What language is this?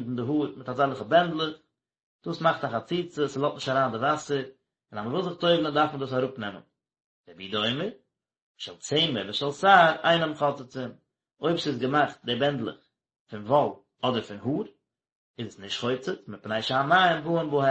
Yiddish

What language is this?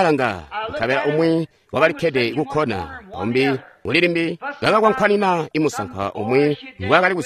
Tonga (Zambia)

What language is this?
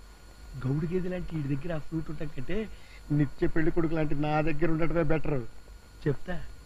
Telugu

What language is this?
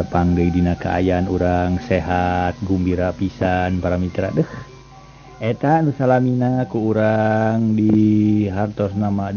Sundanese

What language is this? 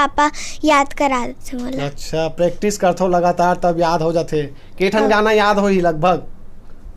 Chhattisgarhi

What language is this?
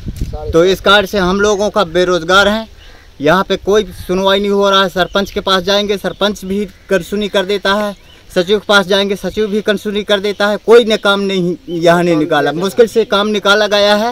Hindi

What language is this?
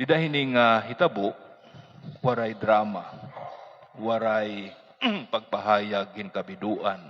Waray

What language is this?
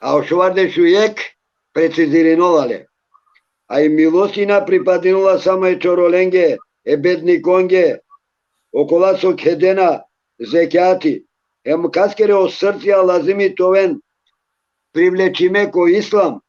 Balkan Romani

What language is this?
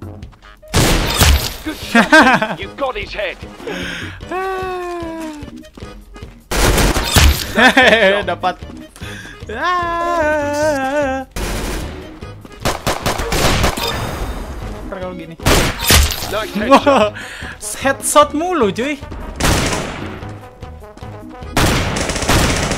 Indonesian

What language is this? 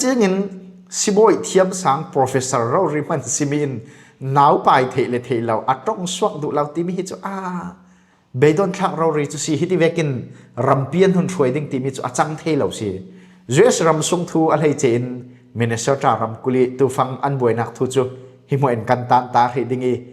Falam Chin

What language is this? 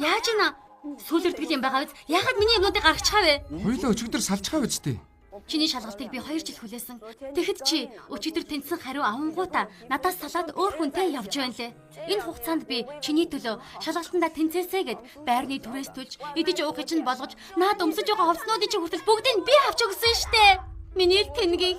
Mongolian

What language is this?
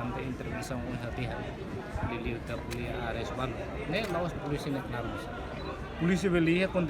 Tetum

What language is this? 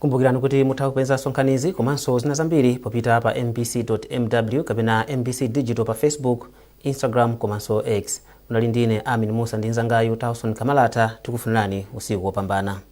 Nyanja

